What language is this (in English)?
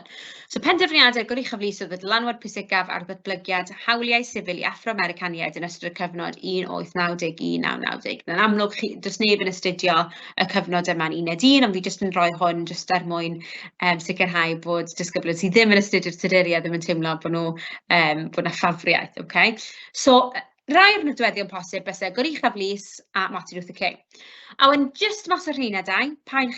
Welsh